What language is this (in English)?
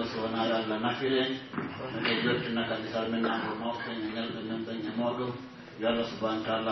Pular